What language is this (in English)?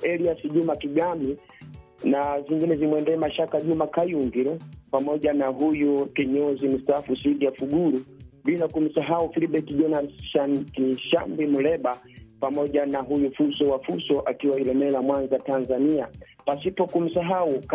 Swahili